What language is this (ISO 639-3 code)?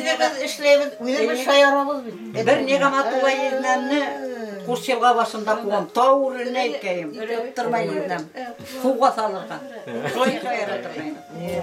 bak